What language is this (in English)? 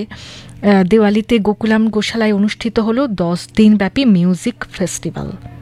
Bangla